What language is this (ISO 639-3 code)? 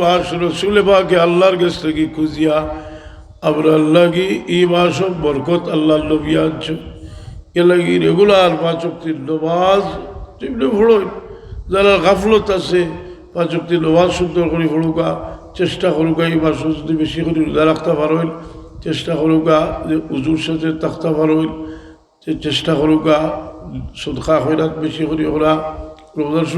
syl